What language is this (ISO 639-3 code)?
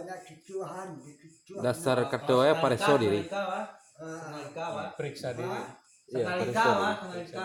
min